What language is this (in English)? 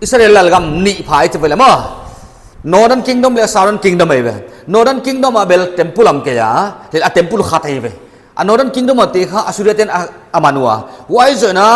Paite Chin